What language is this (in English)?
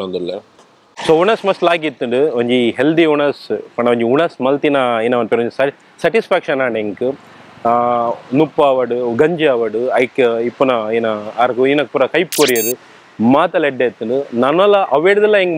Tulu